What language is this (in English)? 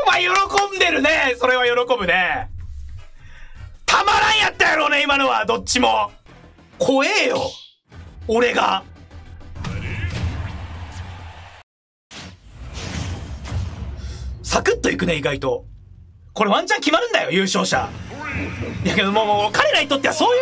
Japanese